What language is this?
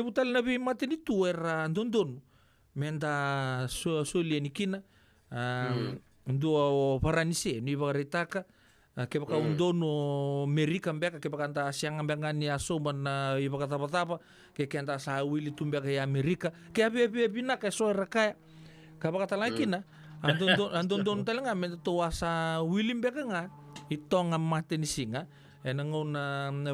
Fijian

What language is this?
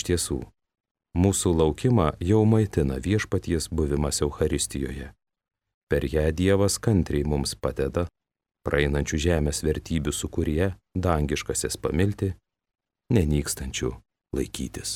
Lithuanian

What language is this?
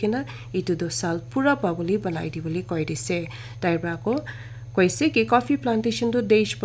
Naga Pidgin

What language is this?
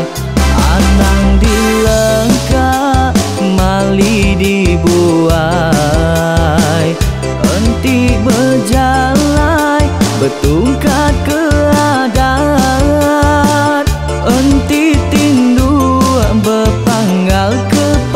Iban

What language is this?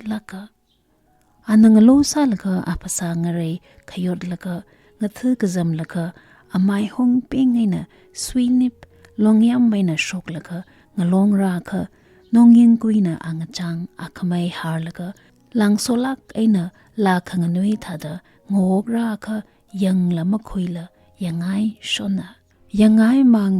Tangkhul Naga (India)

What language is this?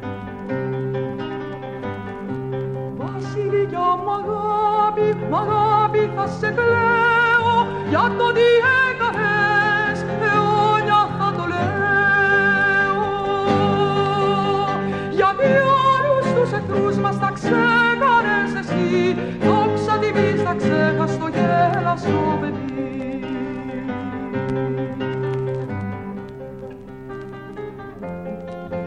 Greek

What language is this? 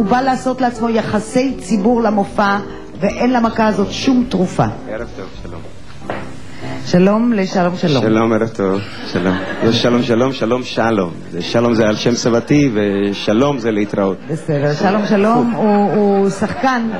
Hebrew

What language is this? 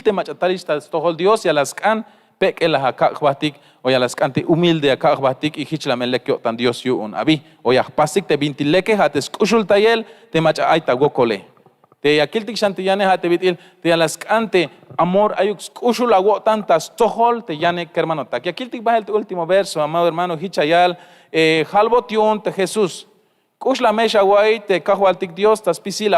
Tzeltal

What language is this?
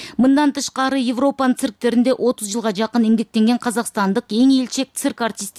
Kyrgyz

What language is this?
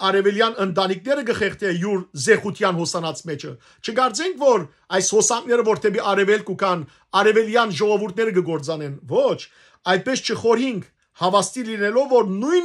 Western Armenian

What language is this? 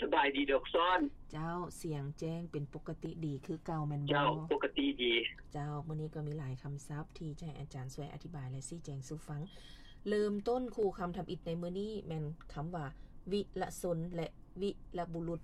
Lao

